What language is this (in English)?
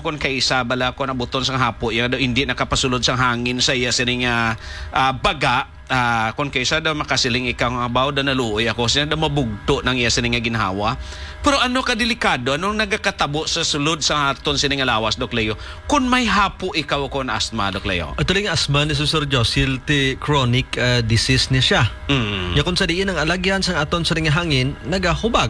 Hiligaynon